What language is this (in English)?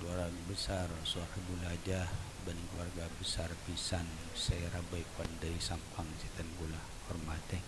Madurese